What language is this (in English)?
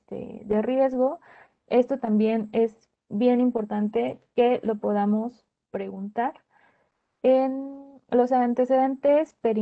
Spanish